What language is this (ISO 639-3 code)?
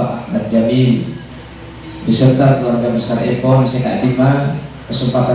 mad